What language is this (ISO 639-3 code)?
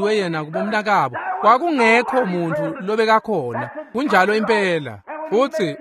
ssw